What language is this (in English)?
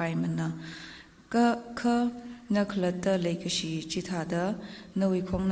Tangkhul Naga (India)